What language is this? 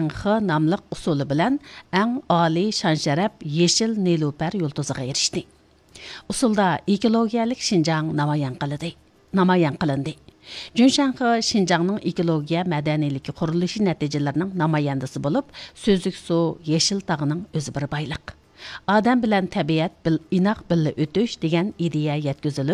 Uyghur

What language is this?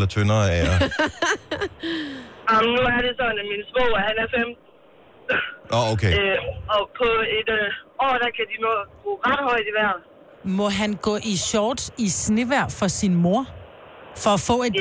Danish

